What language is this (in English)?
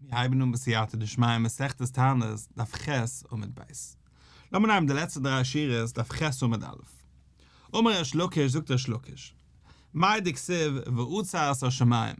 Yiddish